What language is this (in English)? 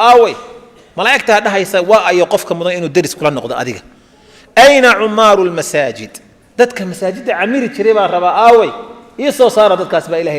Somali